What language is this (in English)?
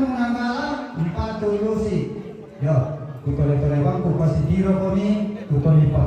Toraja-Sa'dan